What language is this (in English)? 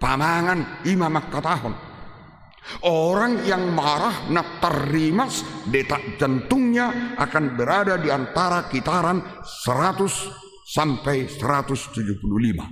Batak Toba